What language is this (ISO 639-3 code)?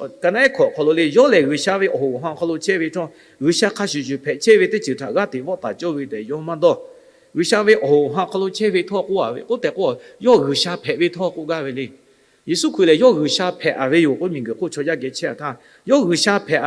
lhu